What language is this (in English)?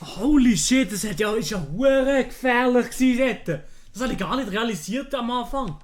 Swiss German